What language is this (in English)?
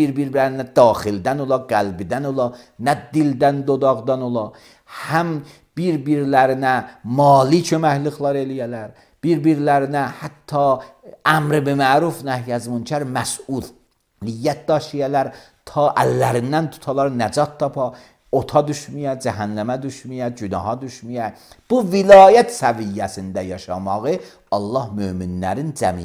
Azerbaijani